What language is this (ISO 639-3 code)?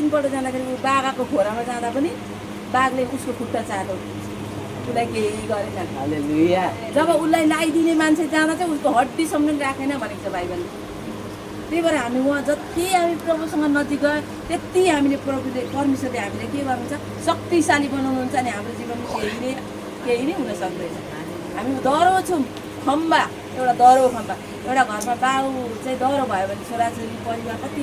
nep